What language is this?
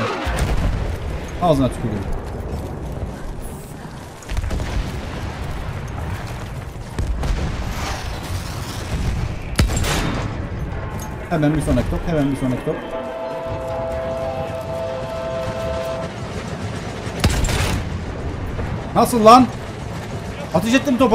Turkish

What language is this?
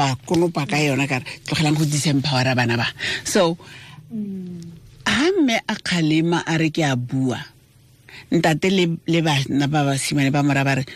Tswana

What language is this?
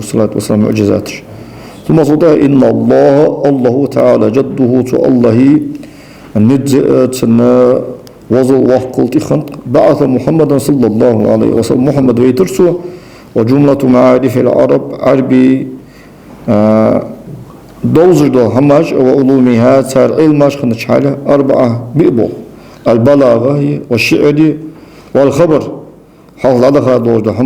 Ingush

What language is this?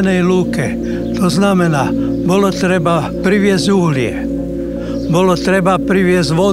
Slovak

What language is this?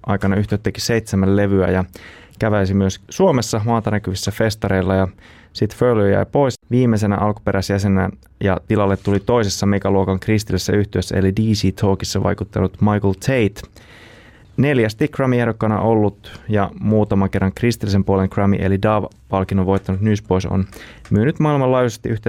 Finnish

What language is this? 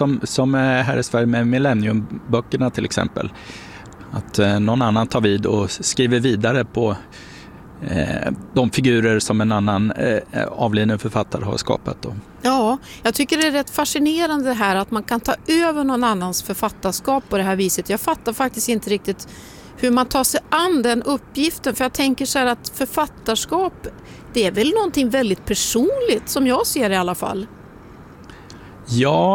Swedish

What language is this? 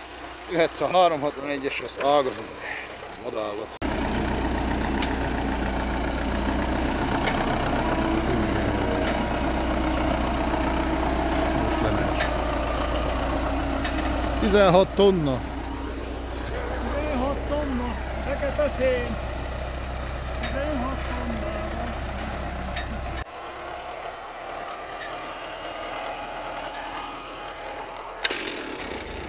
Hungarian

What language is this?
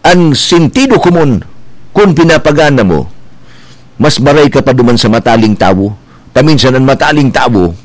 Bikol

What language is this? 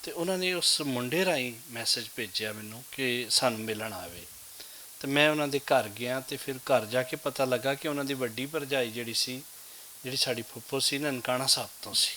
Western Panjabi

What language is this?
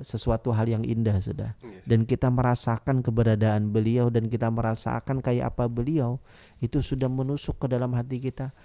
Banjar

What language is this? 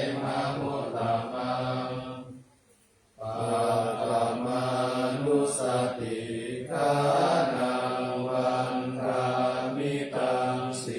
Pali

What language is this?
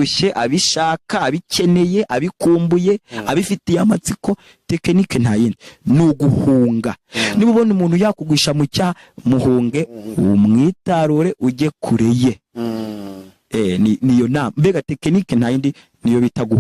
Kinyarwanda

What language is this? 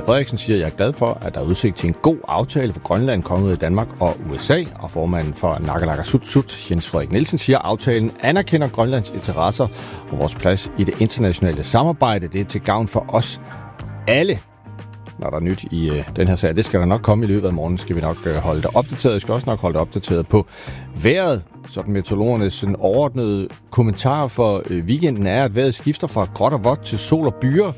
Danish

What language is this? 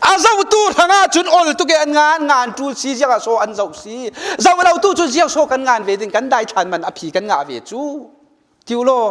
Falam Chin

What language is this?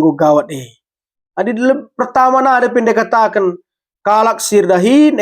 Batak Karo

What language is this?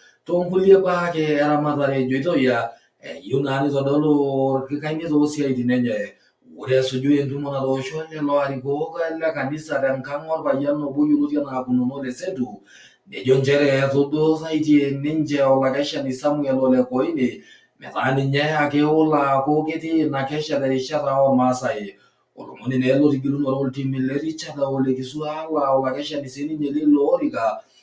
Masai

